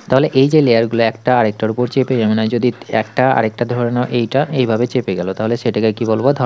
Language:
Bangla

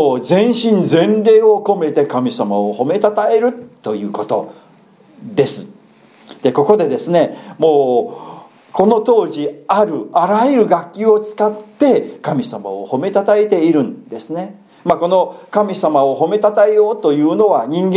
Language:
Japanese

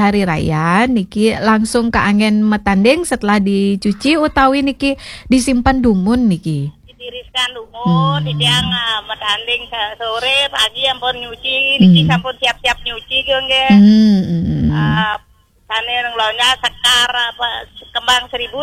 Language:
Balinese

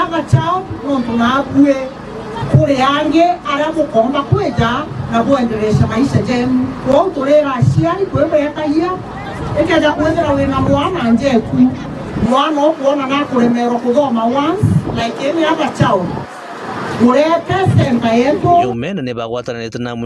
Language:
Meru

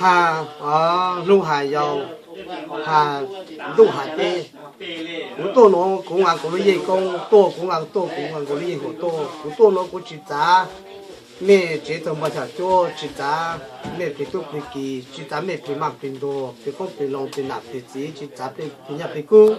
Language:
Hmong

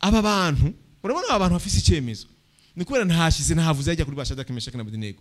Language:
Rundi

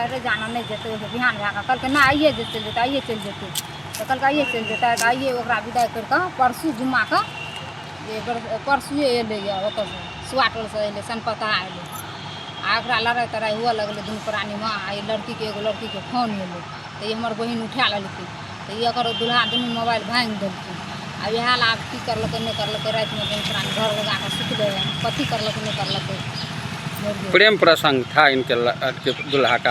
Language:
Maithili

